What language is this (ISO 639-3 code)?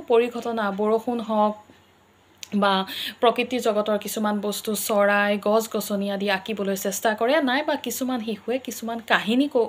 asm